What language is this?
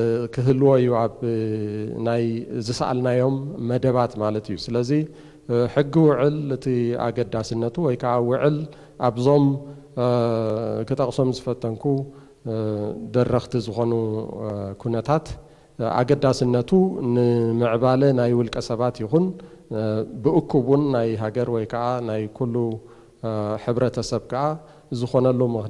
Tigrinya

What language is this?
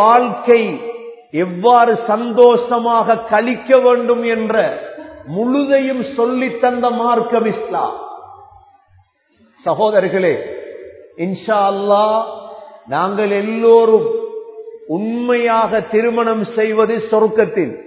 Tamil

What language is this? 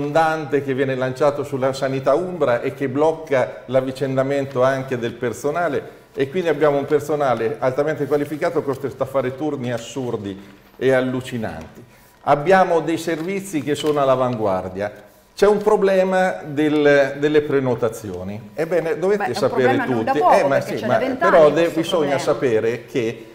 Italian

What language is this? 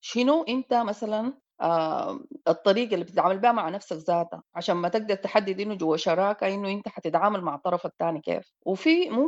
Sudanese Arabic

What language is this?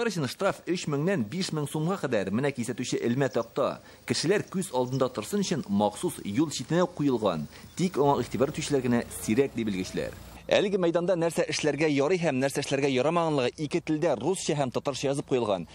Tatar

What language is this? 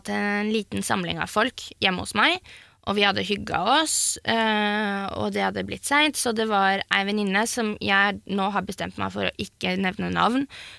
Norwegian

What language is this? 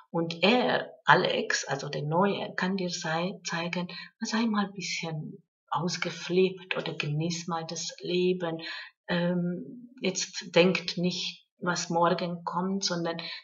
German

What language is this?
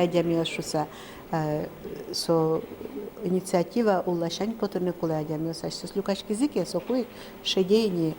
Udmurt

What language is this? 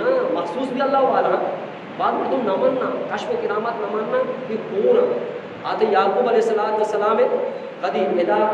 Eastern Balochi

